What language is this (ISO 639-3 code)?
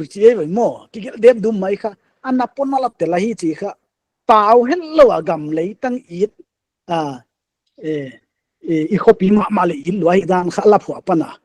pck